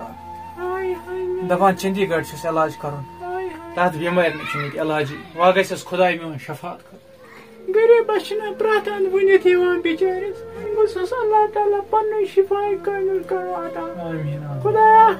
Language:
Kashmiri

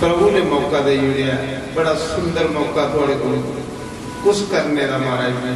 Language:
Dogri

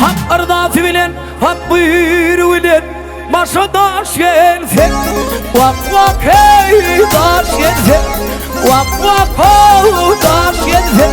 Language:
Turkmen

